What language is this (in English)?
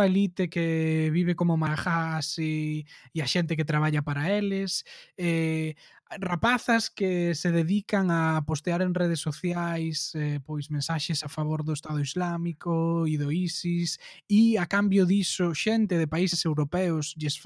Galician